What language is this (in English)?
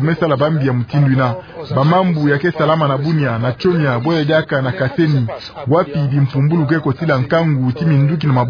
Kituba (Democratic Republic of Congo)